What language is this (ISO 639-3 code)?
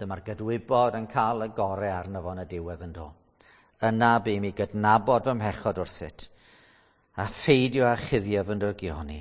cym